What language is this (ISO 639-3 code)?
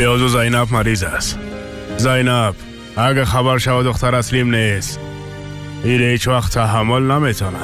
fas